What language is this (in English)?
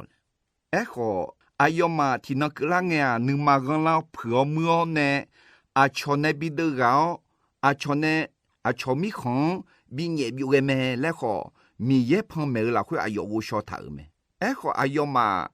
Akha